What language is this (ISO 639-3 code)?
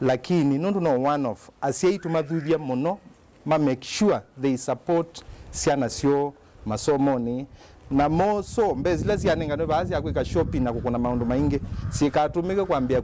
kam